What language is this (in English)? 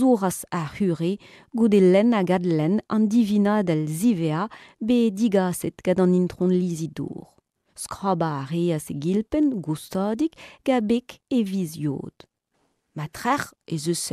Breton